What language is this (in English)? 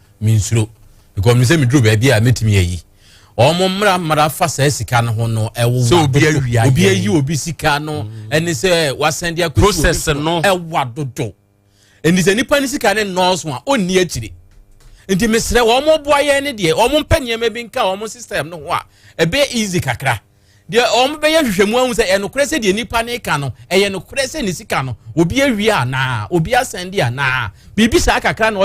Akan